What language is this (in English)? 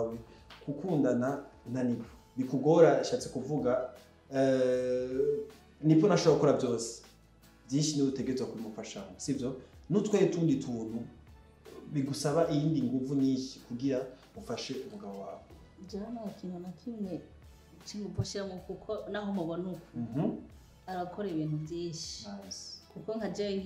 Rundi